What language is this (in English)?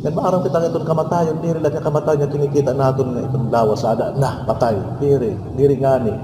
Waray